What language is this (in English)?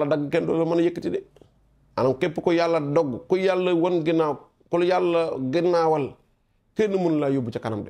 Wolof